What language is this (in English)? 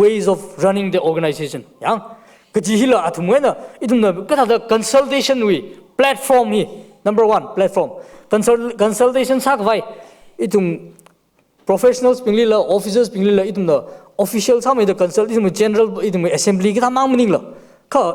Tangkhul Naga (India)